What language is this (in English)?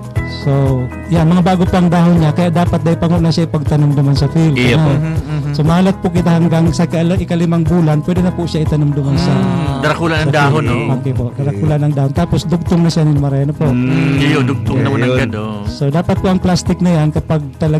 Bikol